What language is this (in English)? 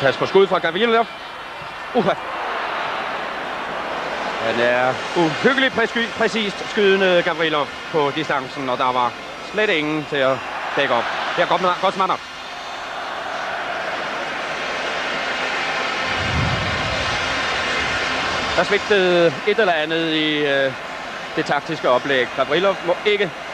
Danish